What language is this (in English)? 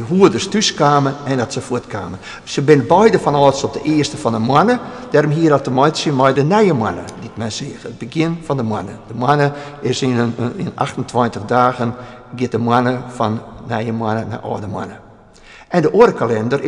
Western Frisian